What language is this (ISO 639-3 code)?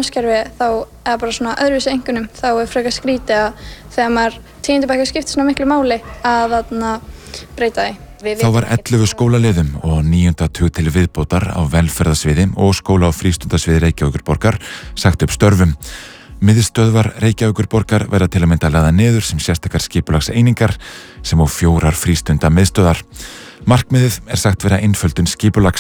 isl